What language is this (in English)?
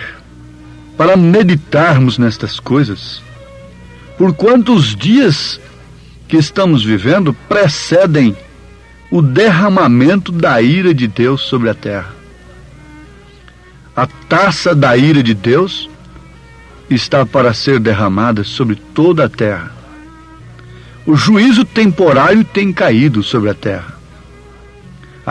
Portuguese